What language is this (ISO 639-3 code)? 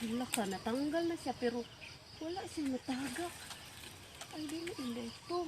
ceb